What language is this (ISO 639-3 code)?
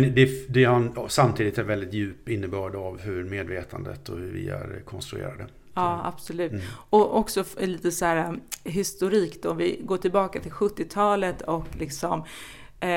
swe